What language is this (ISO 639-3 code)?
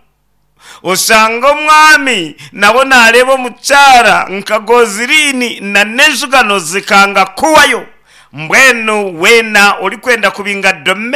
nyn